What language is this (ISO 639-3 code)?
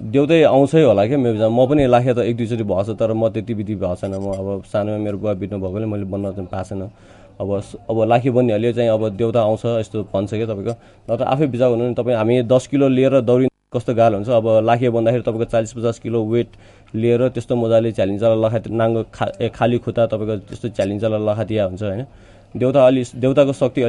nep